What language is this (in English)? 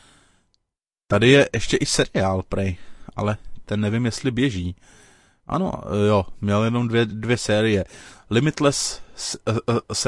Czech